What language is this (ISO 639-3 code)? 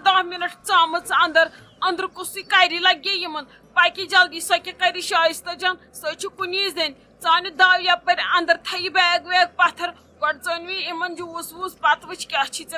kas